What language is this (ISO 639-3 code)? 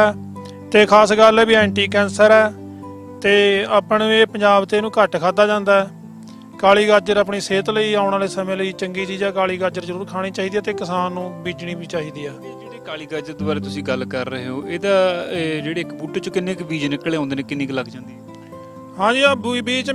pan